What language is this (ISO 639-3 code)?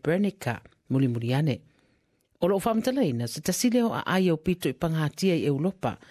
smo